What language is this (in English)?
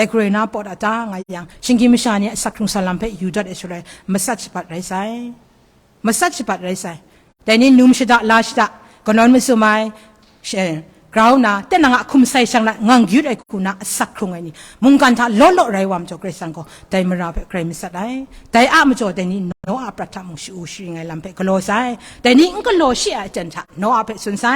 Kachin